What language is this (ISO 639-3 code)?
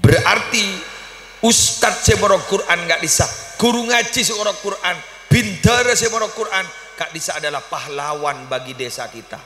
mad